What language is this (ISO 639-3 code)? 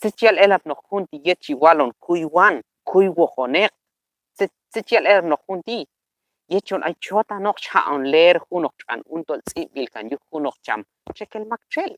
kjb